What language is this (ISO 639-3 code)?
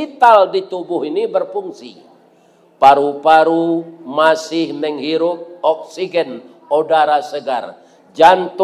min